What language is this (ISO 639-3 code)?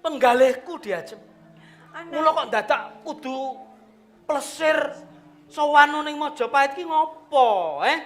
jav